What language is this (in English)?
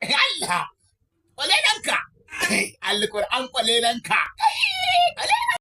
Hausa